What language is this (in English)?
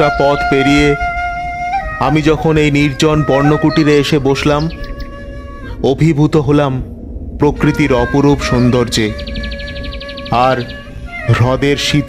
Bangla